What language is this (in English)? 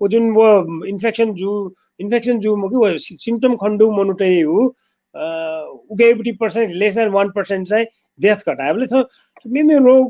Newari